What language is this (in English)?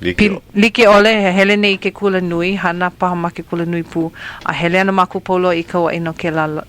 Hawaiian